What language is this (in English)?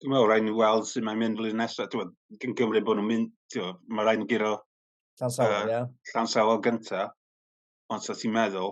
Welsh